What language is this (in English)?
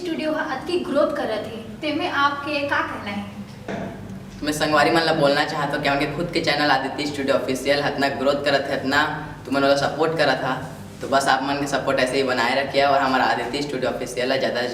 Chhattisgarhi